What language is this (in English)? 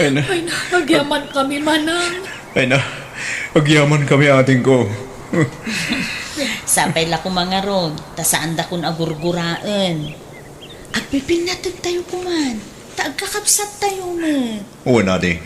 Iloko